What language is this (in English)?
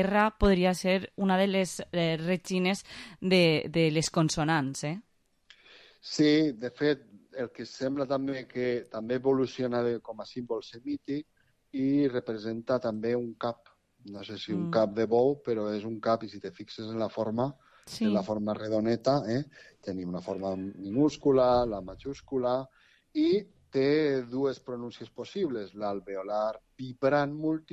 Catalan